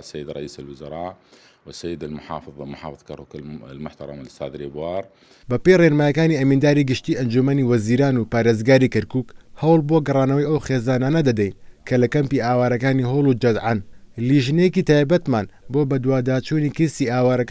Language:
Central Kurdish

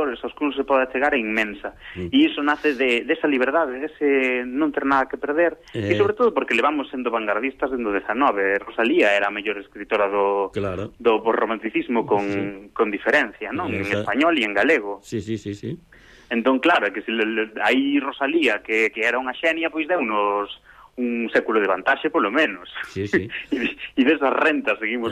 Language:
Galician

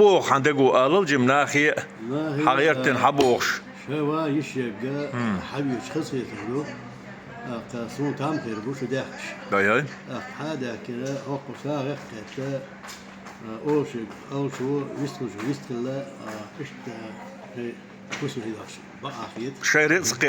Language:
Chechen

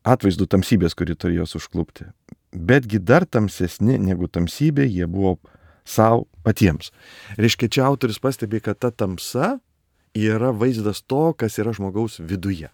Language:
Lithuanian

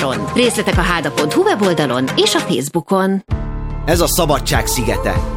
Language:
Hungarian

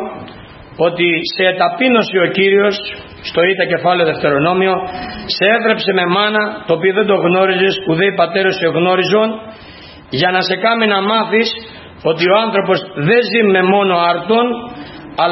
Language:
Greek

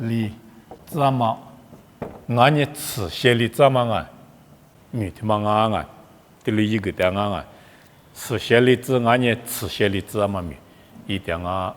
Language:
Lisu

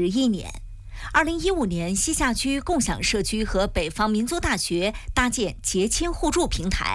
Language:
Chinese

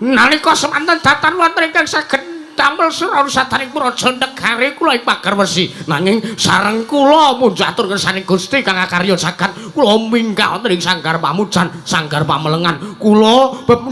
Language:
Javanese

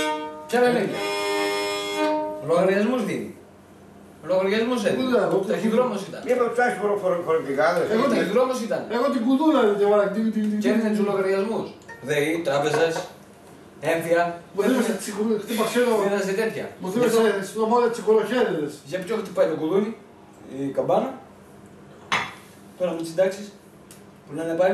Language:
Greek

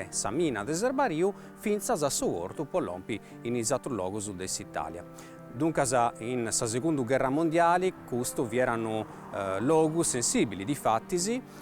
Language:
Sardinian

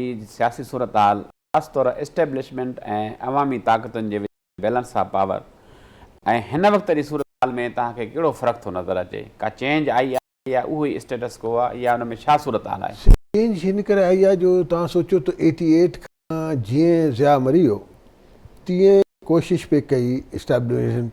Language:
Sindhi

